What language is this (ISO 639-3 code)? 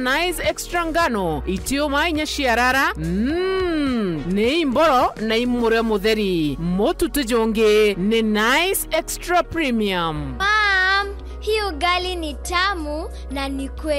mer